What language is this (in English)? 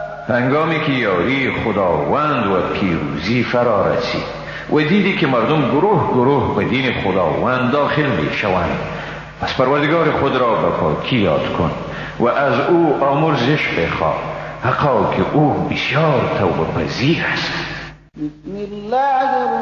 Persian